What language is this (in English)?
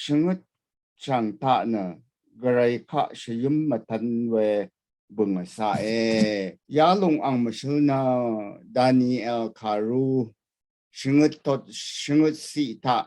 Rawang